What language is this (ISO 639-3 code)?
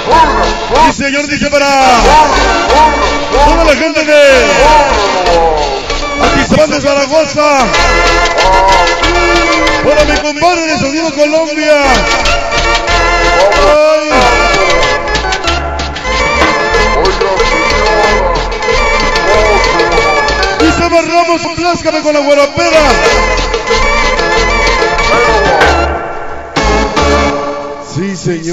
spa